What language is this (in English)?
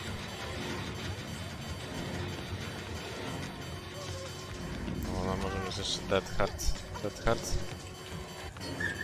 Polish